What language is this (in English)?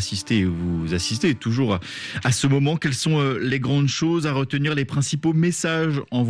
French